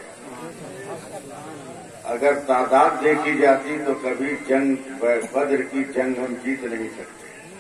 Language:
Urdu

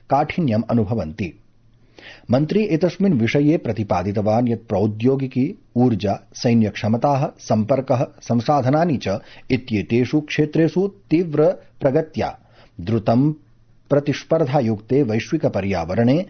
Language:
Sanskrit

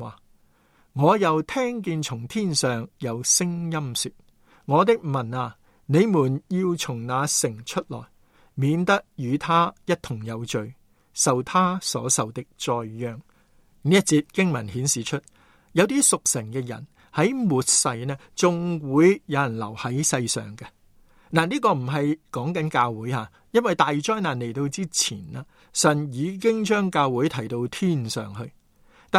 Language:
Cantonese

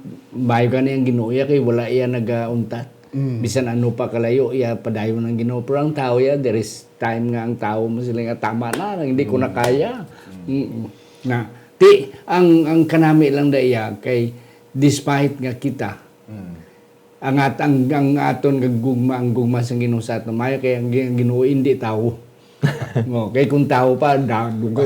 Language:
Hiligaynon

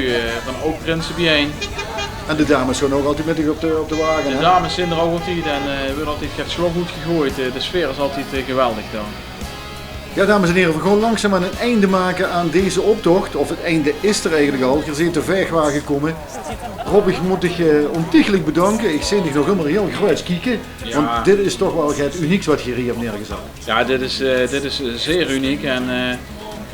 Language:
Limburgish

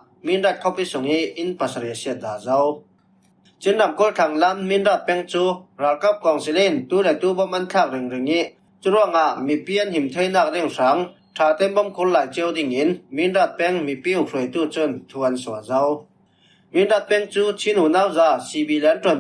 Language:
Falam Chin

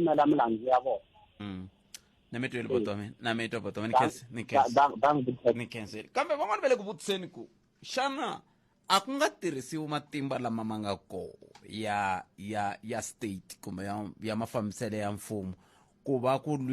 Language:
Tsonga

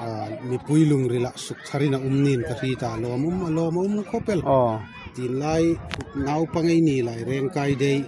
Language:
Hmar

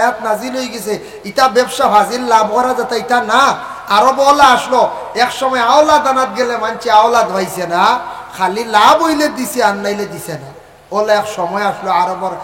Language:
Sylheti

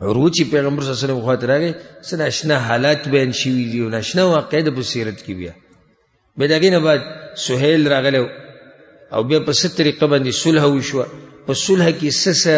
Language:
Pashto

